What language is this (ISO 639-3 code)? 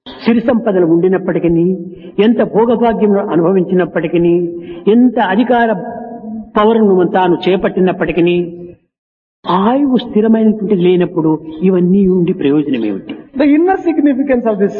tel